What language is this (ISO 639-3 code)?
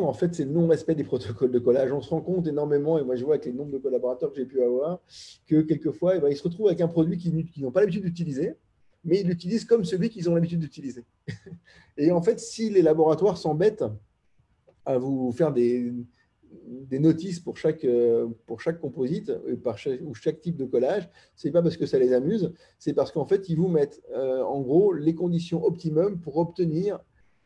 fra